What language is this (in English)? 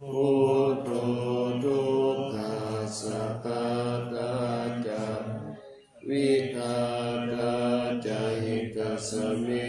Pali